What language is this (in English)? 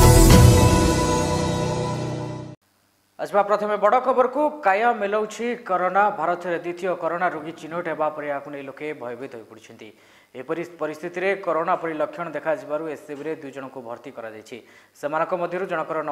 Odia